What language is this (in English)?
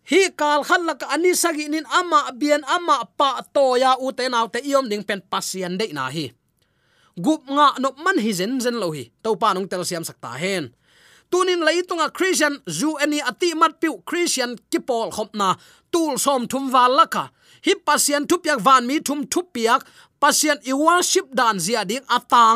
Tedim Chin